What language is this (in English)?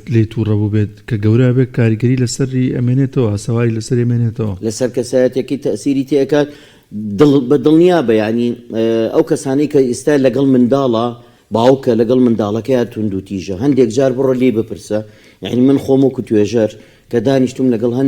Central Kurdish